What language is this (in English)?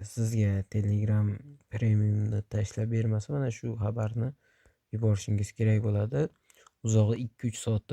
Uzbek